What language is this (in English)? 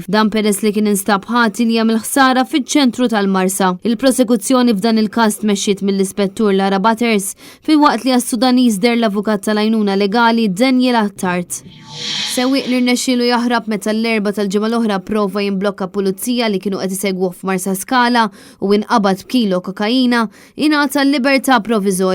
Maltese